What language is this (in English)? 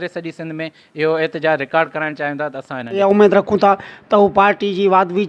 Sindhi